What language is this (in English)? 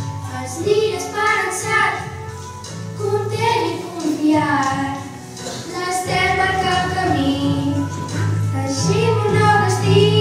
Catalan